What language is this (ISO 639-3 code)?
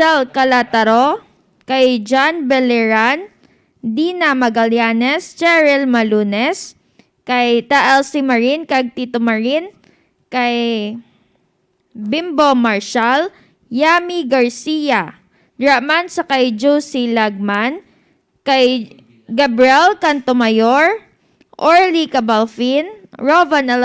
hil